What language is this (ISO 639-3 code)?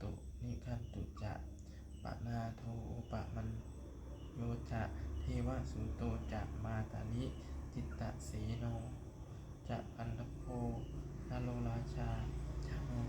pli